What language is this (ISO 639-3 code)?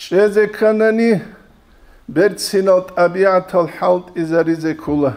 ava